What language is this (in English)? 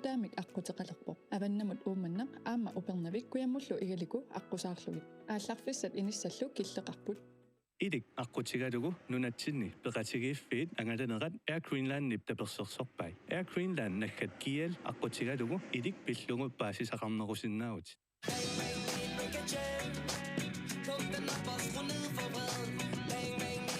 Kalaallisut